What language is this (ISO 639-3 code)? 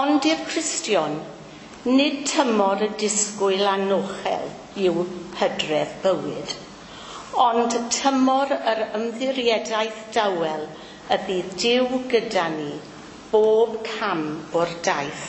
cym